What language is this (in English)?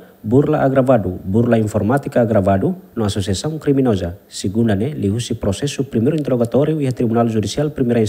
Tetum